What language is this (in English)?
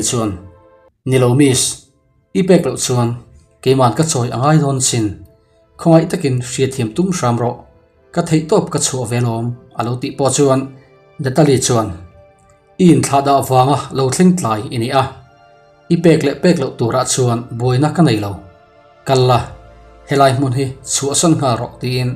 Mizo